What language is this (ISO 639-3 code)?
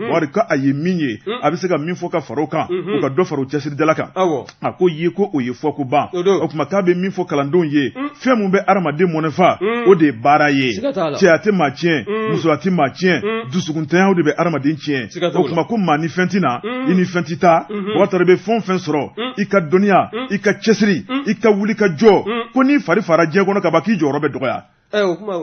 bam